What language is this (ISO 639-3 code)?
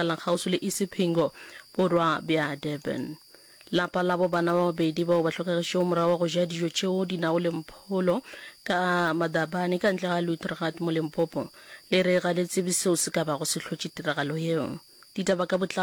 nso